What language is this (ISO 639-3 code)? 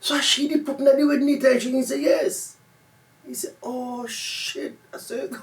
jam